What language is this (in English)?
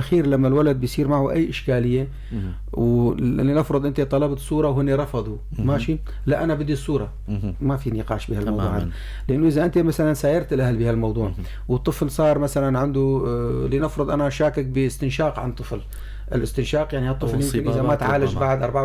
North Levantine Arabic